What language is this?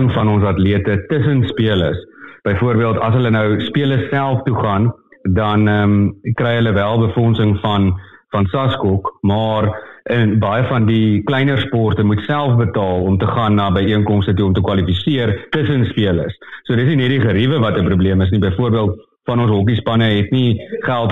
Afrikaans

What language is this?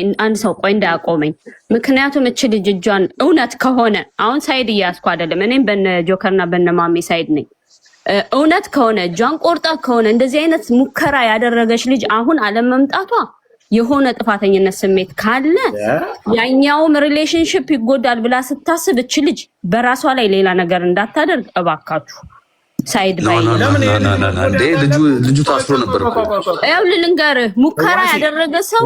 Amharic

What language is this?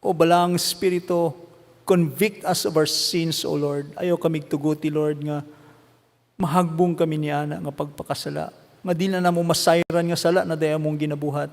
Cebuano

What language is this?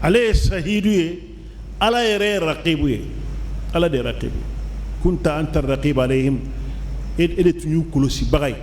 Bambara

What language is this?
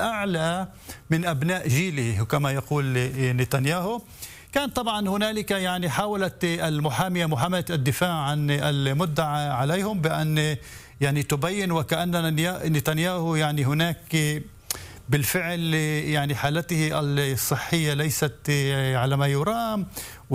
Arabic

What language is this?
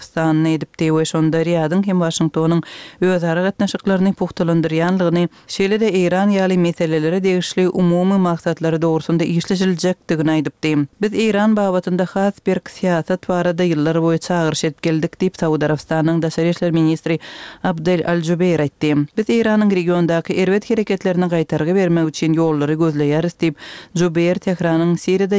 Turkmen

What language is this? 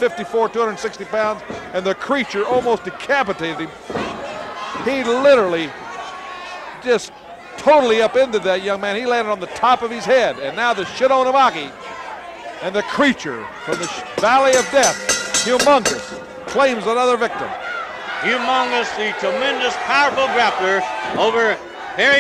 English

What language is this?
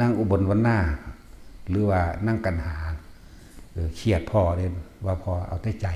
Northeastern Thai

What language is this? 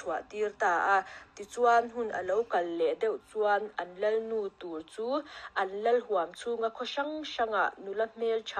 Mizo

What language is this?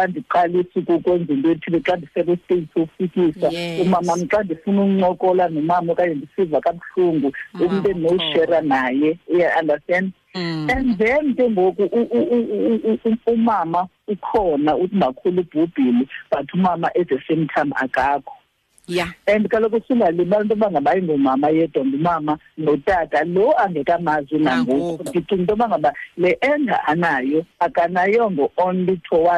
Xhosa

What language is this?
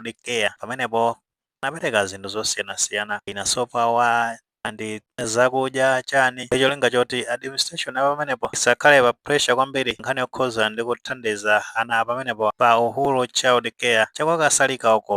Nyanja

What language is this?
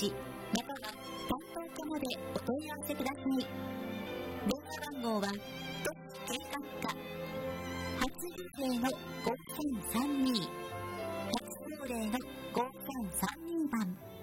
Japanese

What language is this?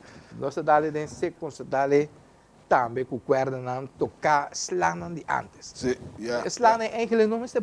Papiamento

